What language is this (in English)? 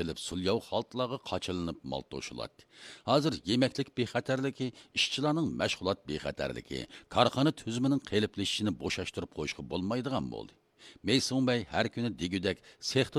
Uyghur